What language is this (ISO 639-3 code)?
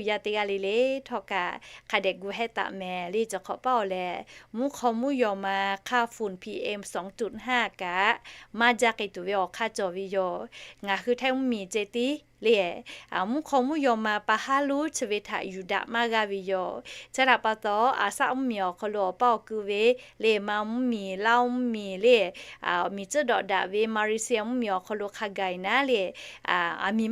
lhu